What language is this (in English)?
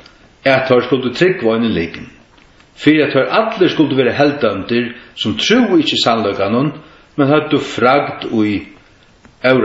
Faroese